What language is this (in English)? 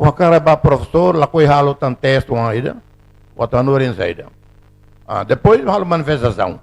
Tetum